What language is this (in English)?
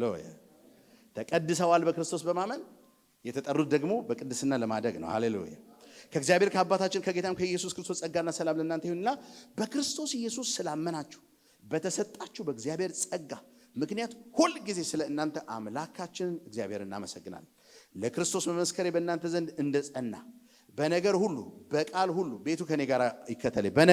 Amharic